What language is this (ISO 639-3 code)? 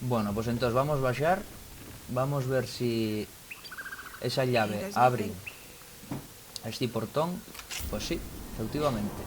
ast